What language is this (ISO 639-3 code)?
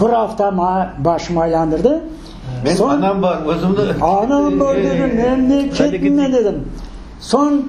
crh